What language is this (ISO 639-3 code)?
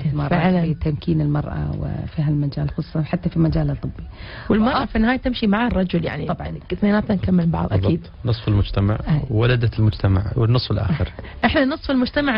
ara